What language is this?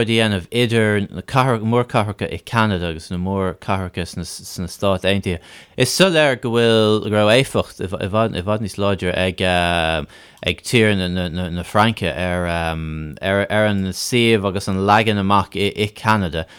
Irish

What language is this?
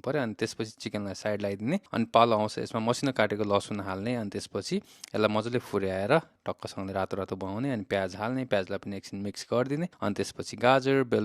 Nepali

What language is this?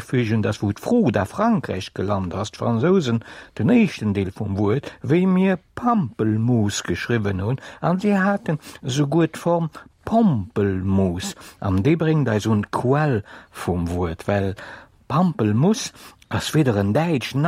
Luxembourgish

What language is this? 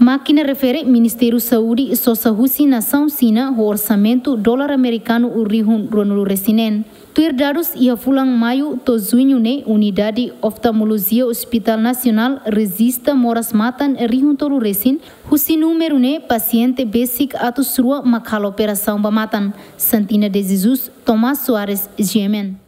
Tetum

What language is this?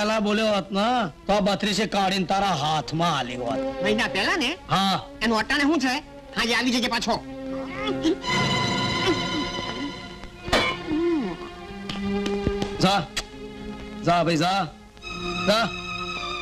Gujarati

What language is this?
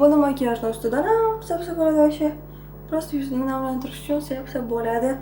Uzbek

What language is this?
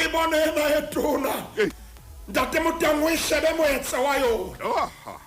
Southern Sotho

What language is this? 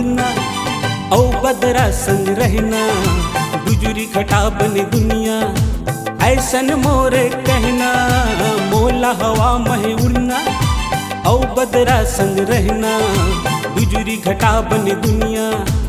Chhattisgarhi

